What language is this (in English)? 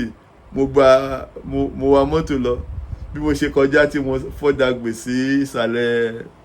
Yoruba